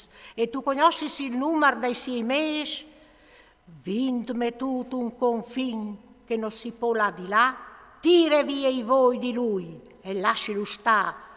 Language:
Friulian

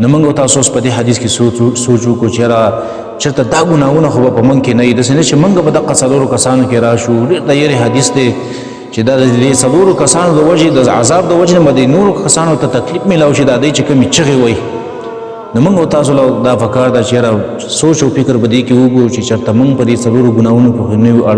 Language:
Pashto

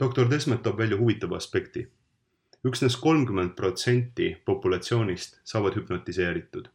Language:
Estonian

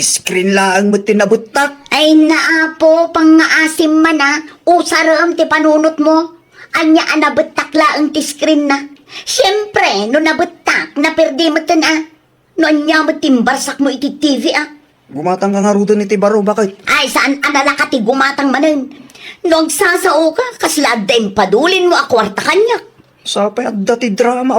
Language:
Iloko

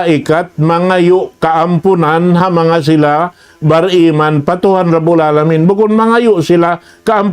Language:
Tausug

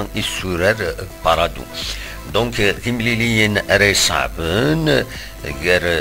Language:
Kabyle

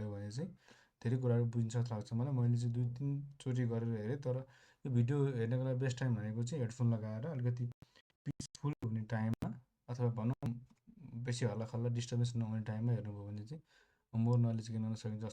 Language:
Nepali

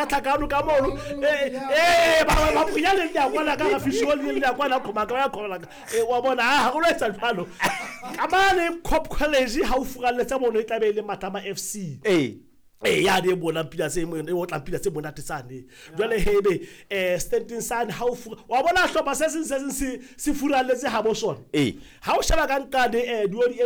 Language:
Southern Sotho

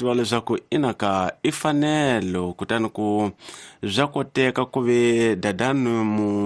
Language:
Tsonga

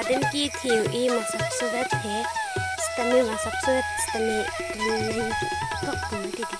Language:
Karbi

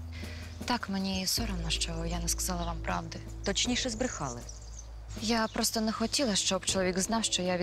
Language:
Ukrainian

